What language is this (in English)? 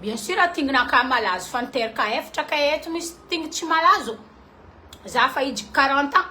Malagasy